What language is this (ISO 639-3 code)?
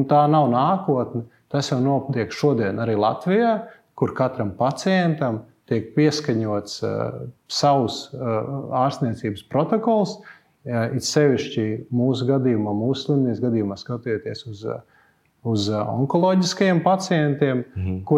lav